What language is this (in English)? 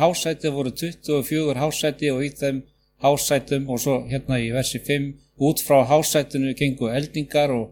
Icelandic